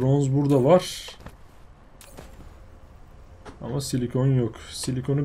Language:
Turkish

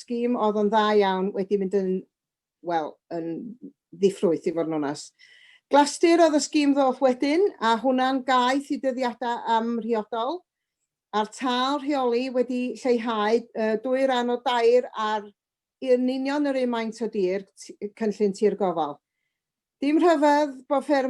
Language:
Welsh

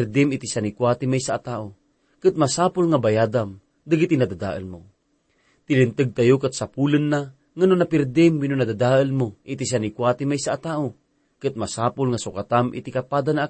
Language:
Iloko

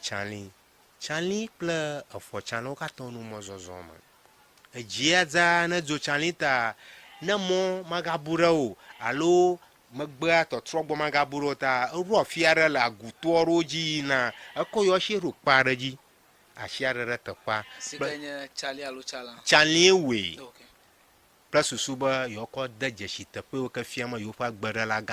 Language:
Ewe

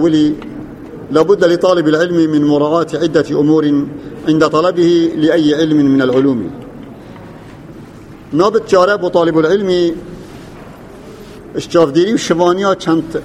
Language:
Arabic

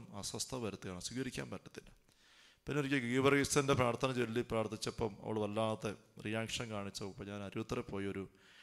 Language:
Malayalam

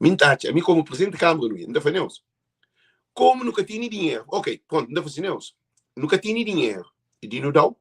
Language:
Kabuverdianu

